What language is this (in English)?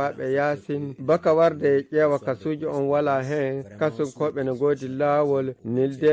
Nigerian Fulfulde